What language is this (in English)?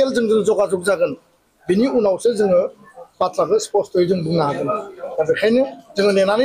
Bodo